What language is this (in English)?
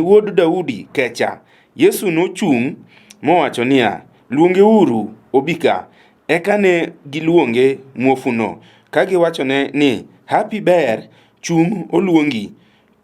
Luo (Kenya and Tanzania)